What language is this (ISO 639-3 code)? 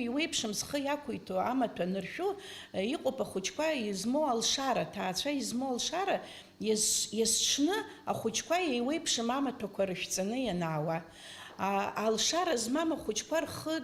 abk